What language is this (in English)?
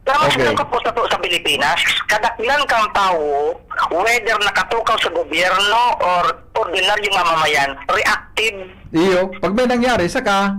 Bikol